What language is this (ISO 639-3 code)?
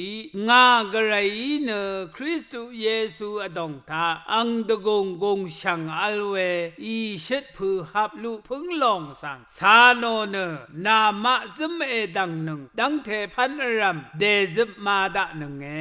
raw